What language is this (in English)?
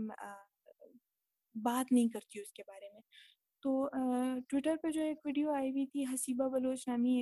Urdu